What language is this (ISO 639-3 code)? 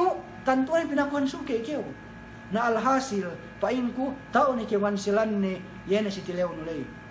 yka